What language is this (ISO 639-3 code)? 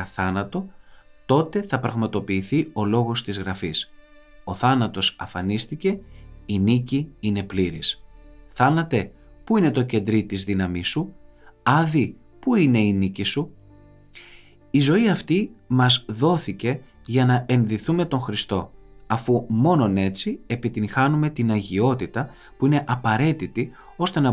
ell